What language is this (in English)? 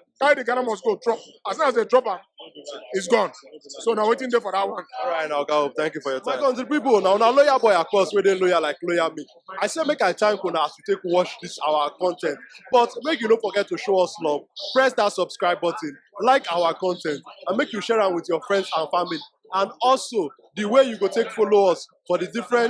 Nigerian Pidgin